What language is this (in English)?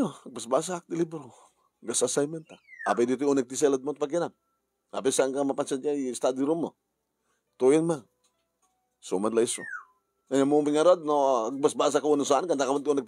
Iloko